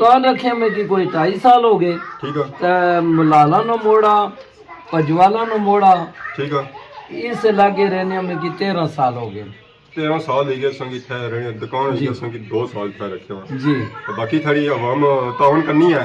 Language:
Pahari-Potwari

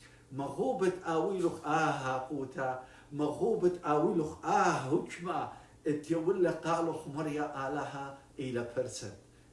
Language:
Assyrian Neo-Aramaic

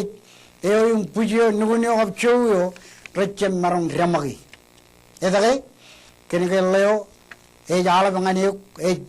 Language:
Marshallese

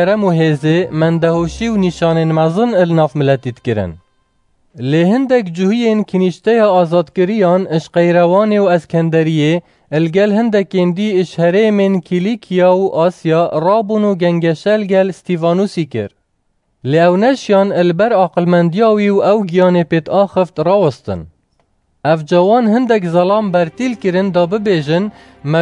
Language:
Kurdish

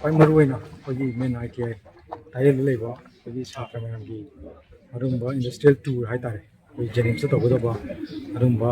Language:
Manipuri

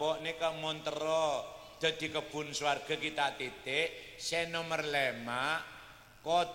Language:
Madurese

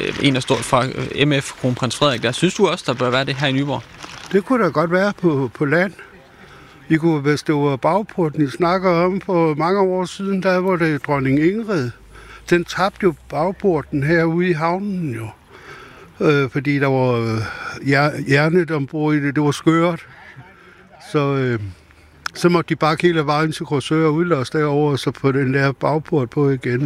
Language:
Danish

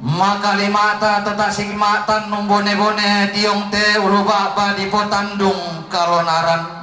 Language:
Toraja-Sa'dan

